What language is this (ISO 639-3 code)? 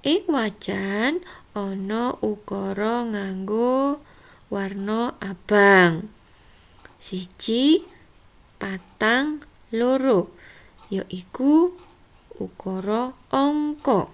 jav